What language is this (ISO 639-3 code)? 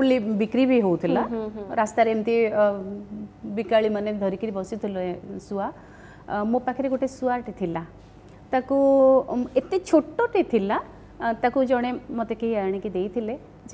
ori